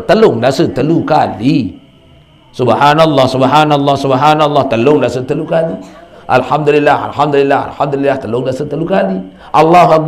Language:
Sasak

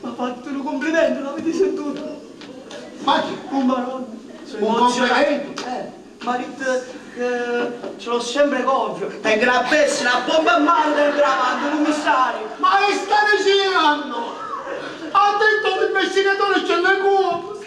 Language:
Neapolitan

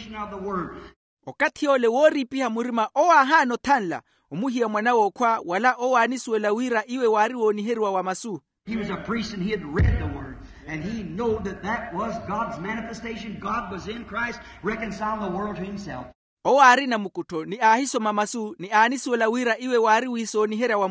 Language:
Makhuwa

